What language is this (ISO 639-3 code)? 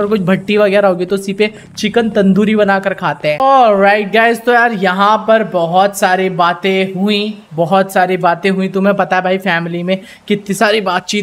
hin